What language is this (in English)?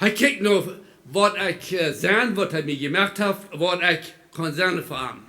Plautdietsch